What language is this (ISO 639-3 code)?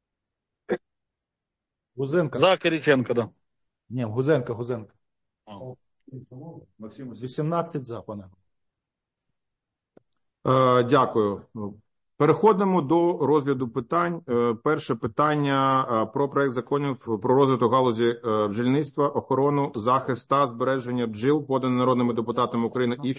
ukr